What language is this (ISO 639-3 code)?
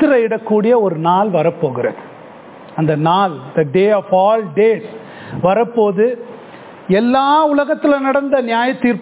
tam